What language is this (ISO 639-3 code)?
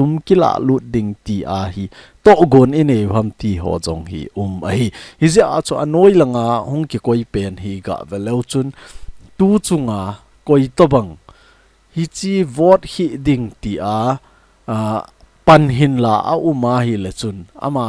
tcz